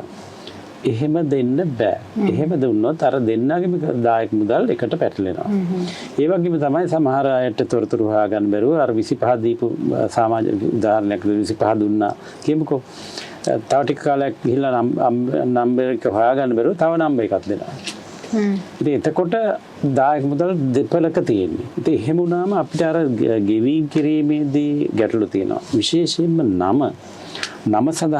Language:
Sinhala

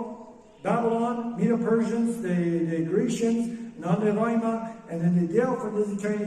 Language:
Plautdietsch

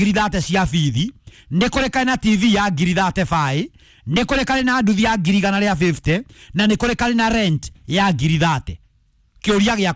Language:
Kikuyu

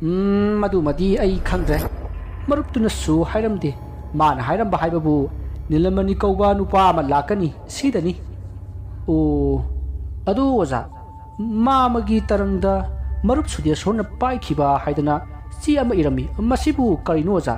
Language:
Manipuri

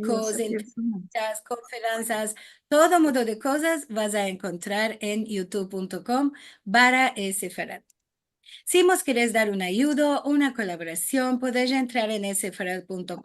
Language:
Ladino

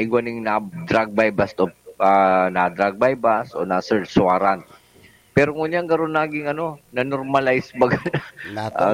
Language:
Bikol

